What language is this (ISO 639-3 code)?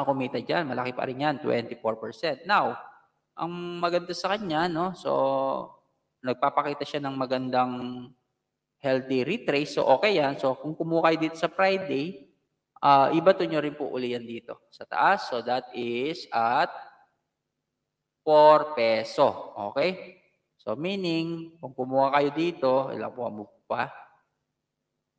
fil